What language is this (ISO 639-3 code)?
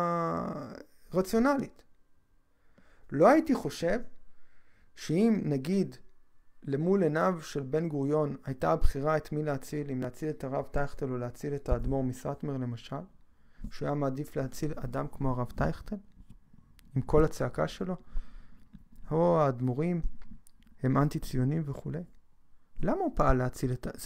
heb